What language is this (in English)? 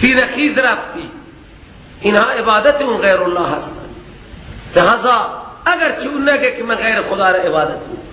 Persian